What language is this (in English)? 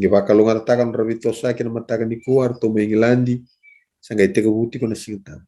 Fijian